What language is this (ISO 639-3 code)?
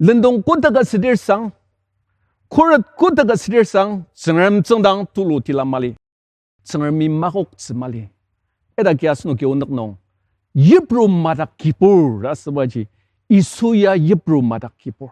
njo